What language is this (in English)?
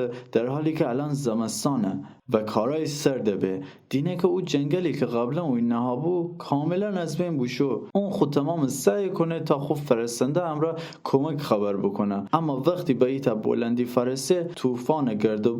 Gilaki